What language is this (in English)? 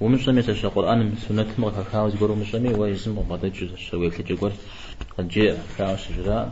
Kabardian